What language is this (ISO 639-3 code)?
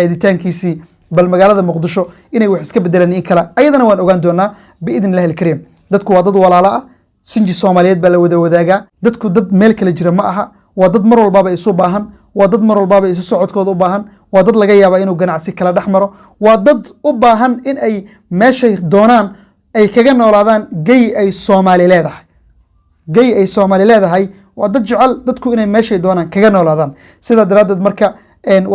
som